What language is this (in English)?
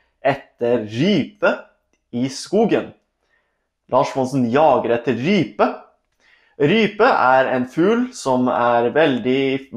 Norwegian